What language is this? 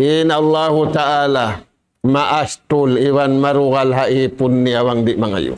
Tausug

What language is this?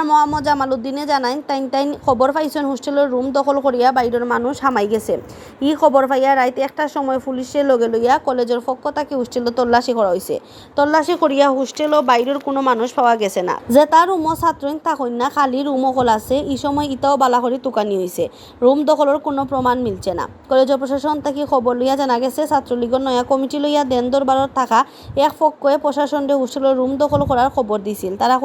Sylheti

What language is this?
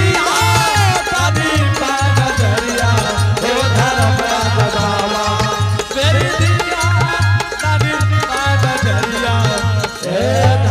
Angika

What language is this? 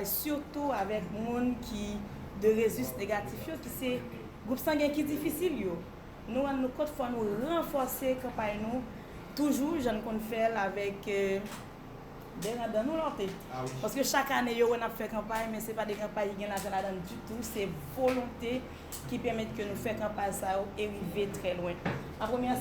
Haitian Creole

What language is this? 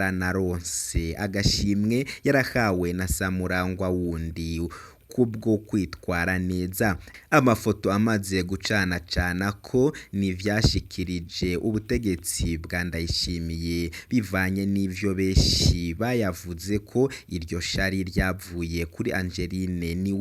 Rundi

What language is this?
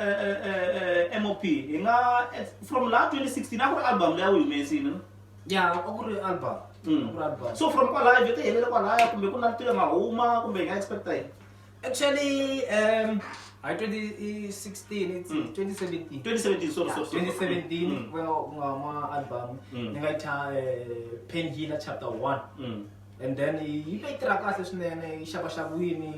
Tsonga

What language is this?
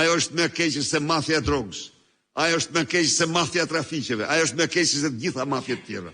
Albanian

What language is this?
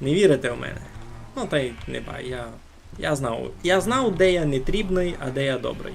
Rusyn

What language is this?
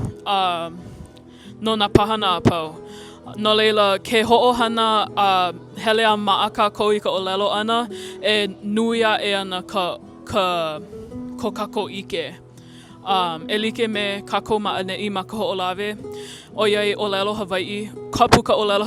Hawaiian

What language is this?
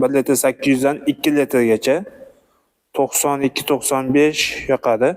Uzbek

